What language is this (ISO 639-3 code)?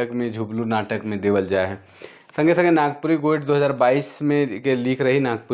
sck